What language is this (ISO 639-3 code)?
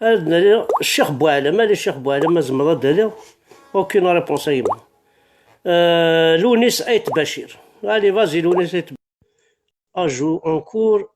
kab